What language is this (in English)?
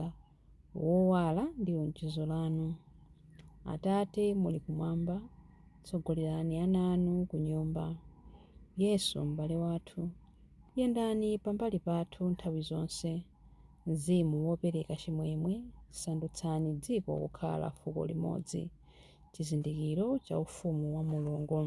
Nyanja